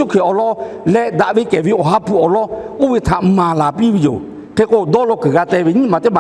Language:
Lahu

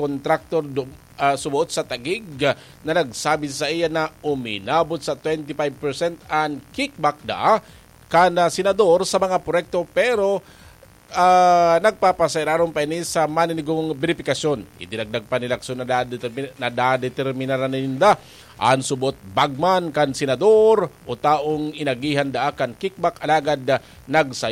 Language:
Bikol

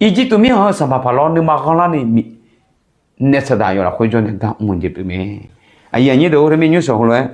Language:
Akha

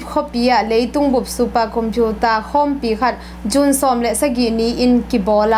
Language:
Tedim Chin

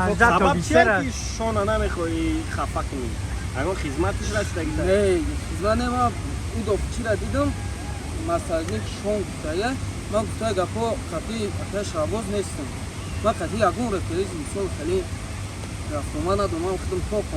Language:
Tajik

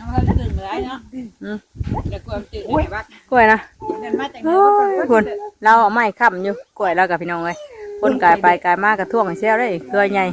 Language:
Northeastern Thai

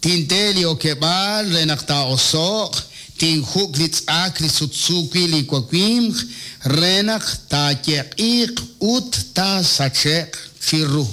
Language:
Kekchí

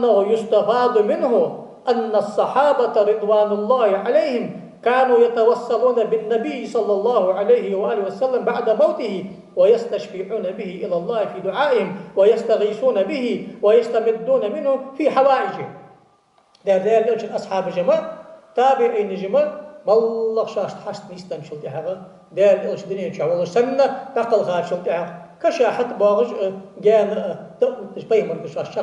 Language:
Ingush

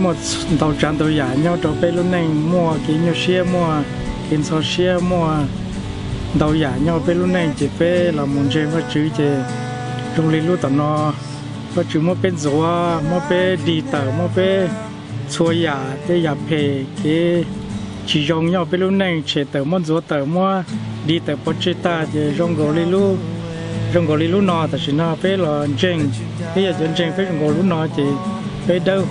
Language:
Hmong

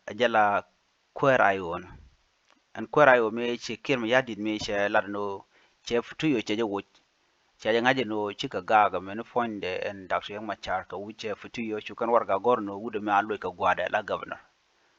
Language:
Nuer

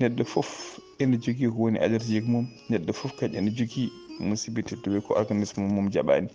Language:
Fula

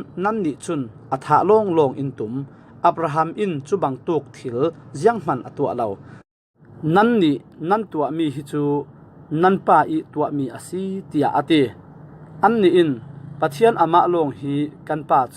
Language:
Falam Chin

